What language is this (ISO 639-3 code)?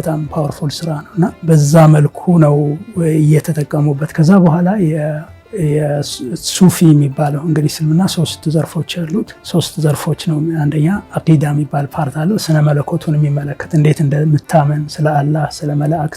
amh